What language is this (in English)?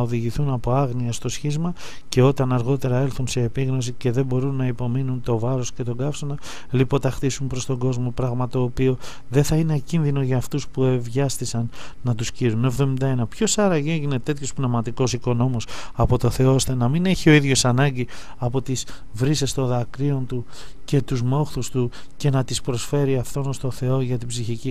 Greek